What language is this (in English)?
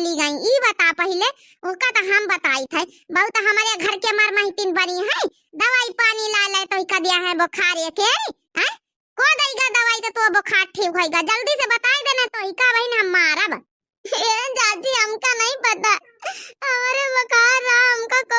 Awadhi